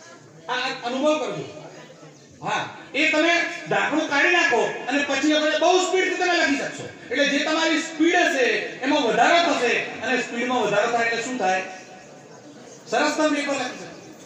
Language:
Gujarati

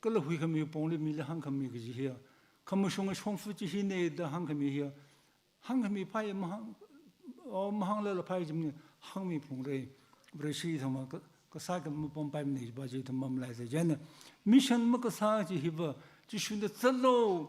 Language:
Tangkhul Naga (India)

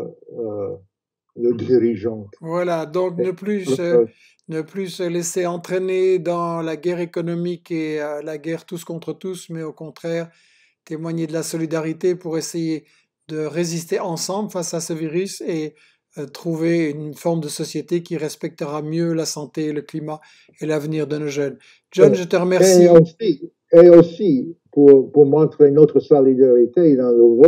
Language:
French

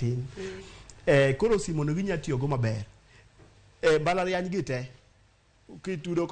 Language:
Luo (Kenya and Tanzania)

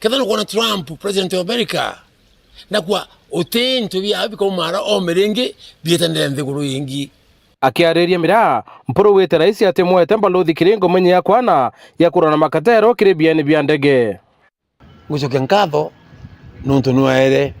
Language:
Meru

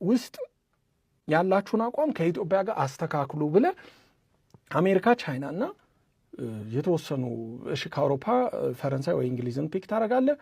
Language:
Amharic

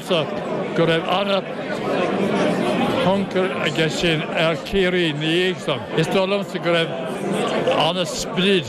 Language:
Irish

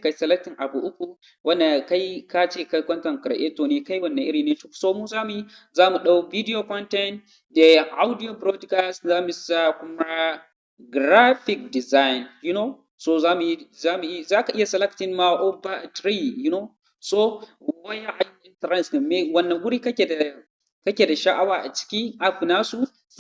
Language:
Hausa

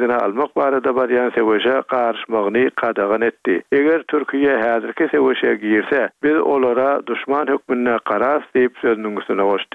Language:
Turkmen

